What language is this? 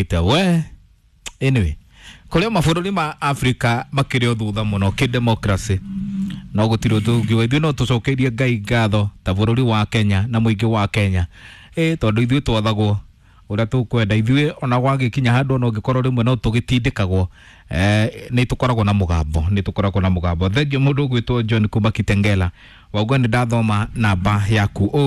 Kikuyu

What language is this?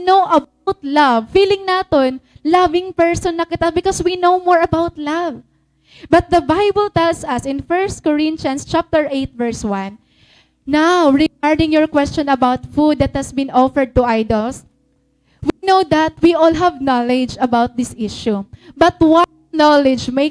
Waray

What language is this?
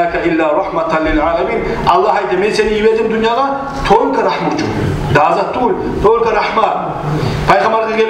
Kumyk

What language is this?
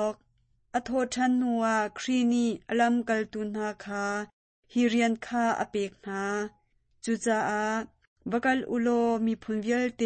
Hakha Chin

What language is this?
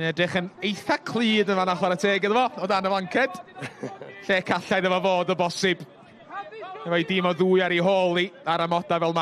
Welsh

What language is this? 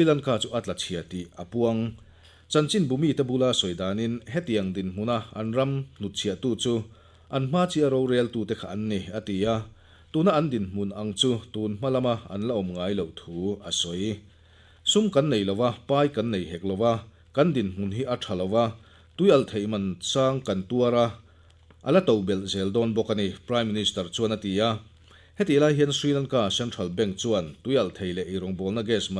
Mizo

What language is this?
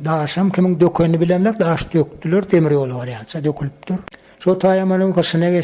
Turkmen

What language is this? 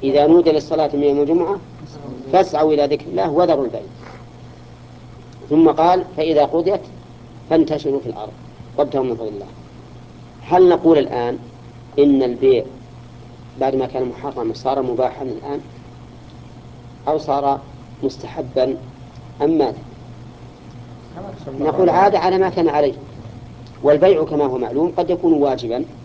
Arabic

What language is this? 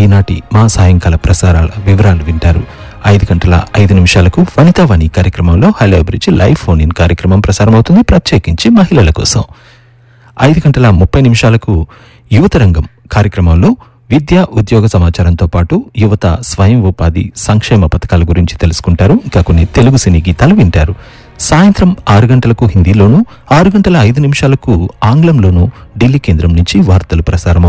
Telugu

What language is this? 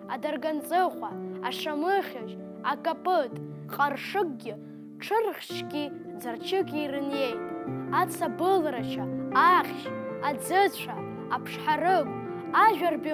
Abkhazian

